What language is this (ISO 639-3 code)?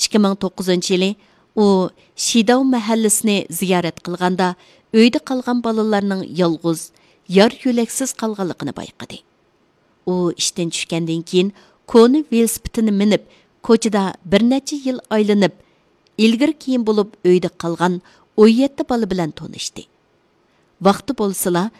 uig